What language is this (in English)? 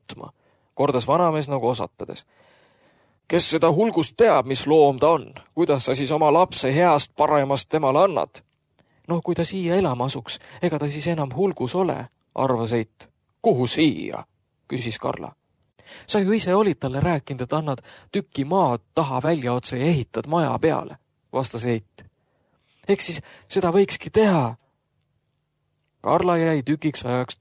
Estonian